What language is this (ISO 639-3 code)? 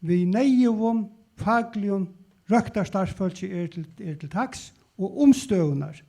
fao